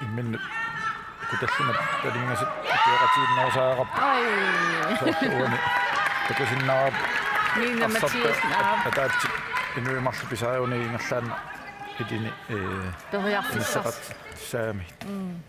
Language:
Kalaallisut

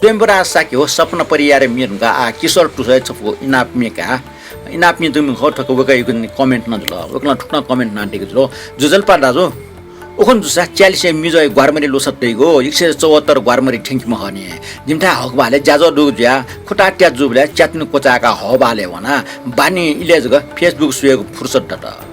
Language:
Newari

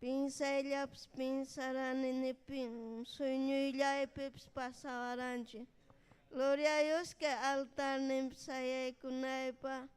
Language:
Ayacucho Quechua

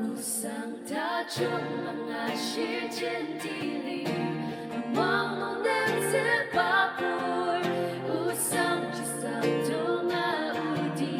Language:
Ao Naga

